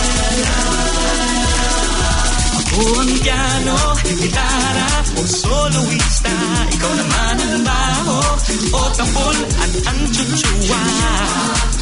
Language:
Filipino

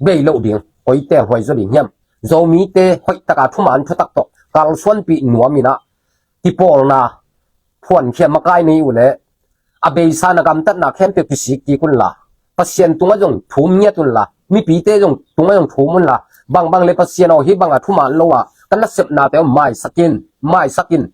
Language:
Tedim Chin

